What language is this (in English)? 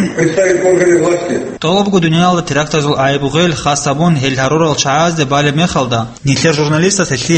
Avaric